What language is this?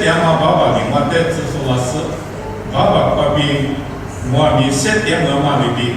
Lisu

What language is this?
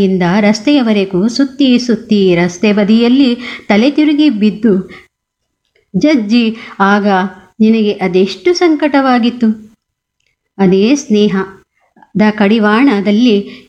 Kannada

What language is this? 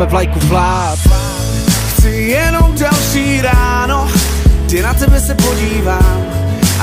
Czech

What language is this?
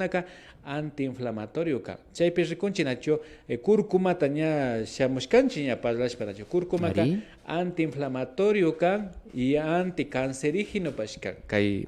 Imbabura Highland Quichua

